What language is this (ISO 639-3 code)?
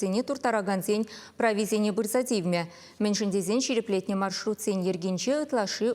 chv